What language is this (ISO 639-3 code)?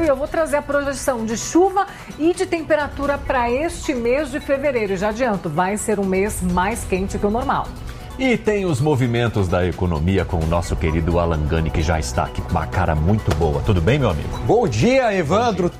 por